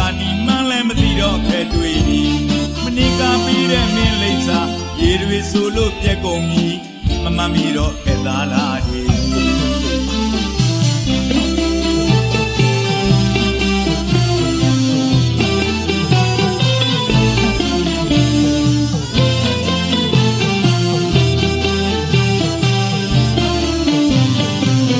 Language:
Burmese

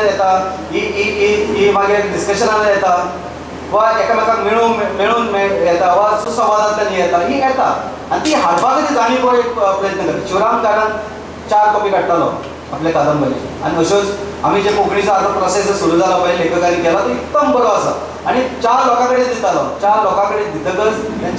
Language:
Konkani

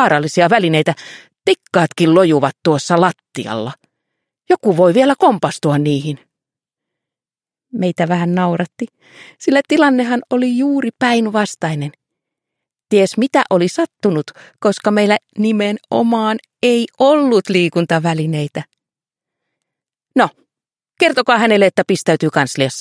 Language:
Finnish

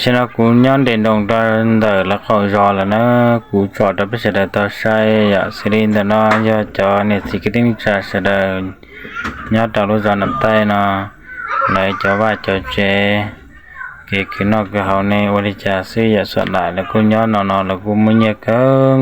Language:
Hmong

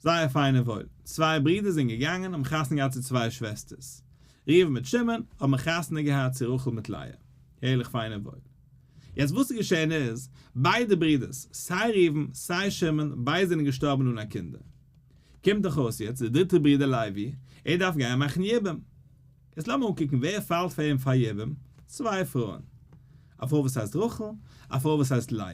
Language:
Yiddish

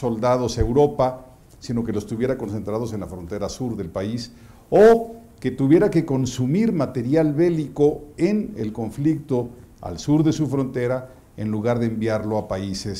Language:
Spanish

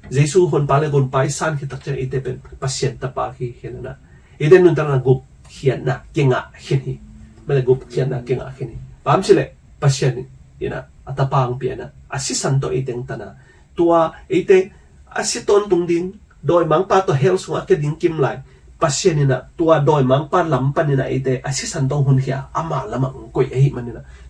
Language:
Tedim Chin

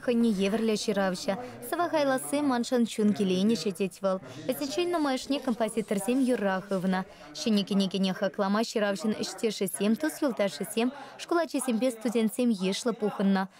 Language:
Chuvash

